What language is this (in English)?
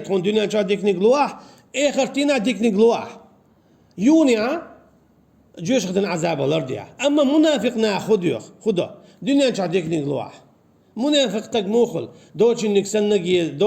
Chechen